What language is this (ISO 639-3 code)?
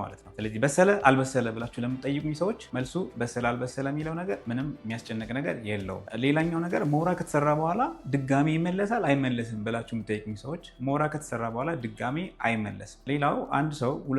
amh